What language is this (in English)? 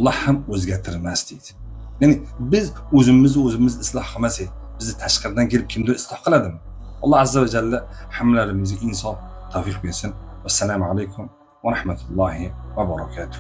Uzbek